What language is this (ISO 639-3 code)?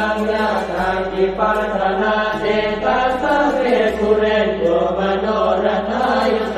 pli